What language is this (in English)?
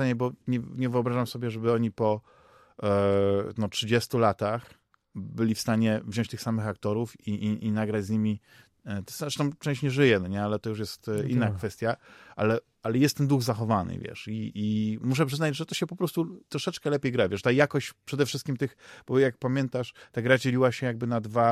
Polish